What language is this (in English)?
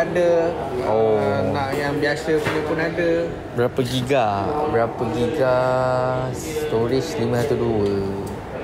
Malay